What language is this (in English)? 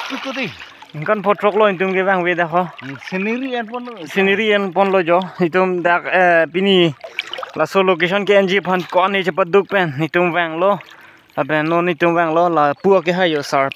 Karbi